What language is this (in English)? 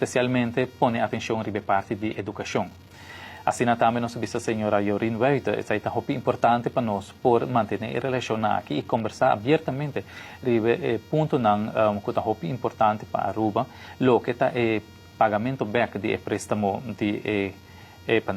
Papiamento